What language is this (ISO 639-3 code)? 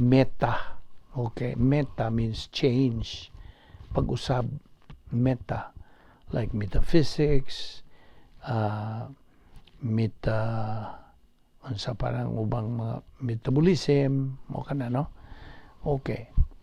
ceb